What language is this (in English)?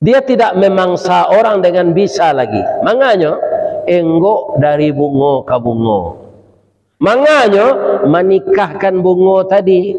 Minangkabau